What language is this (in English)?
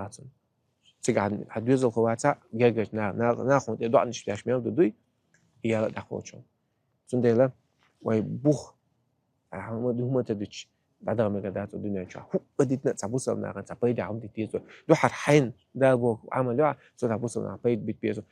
Chechen